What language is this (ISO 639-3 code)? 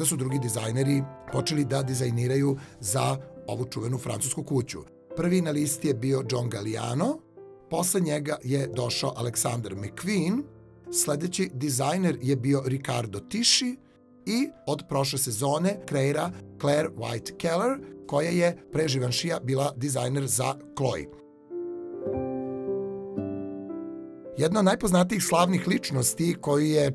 srp